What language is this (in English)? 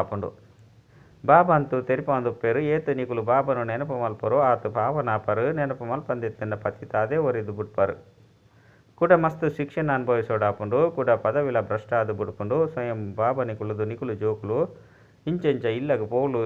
Tulu